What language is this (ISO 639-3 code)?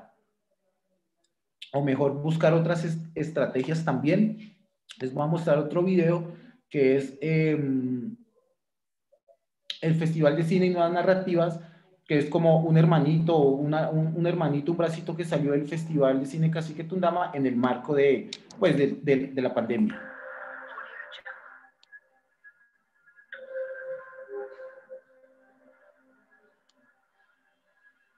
spa